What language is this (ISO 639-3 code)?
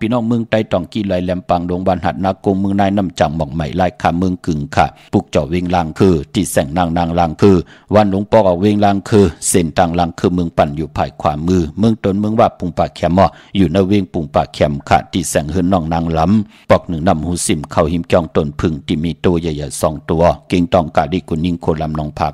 shn